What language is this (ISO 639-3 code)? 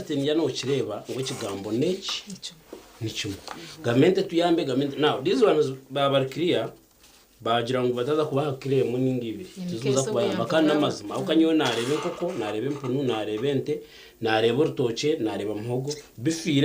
nyn